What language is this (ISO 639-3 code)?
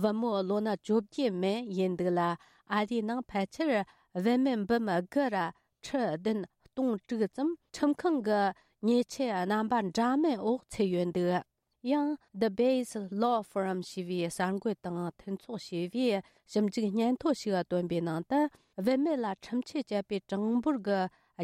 bod